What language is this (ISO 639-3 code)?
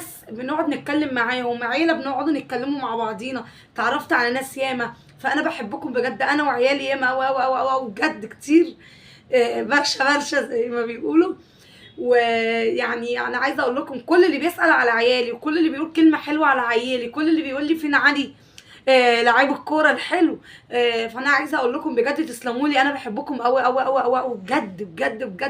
arz